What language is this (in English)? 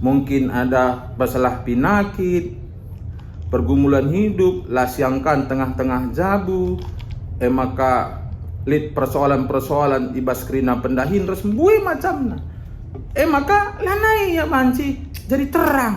Batak Karo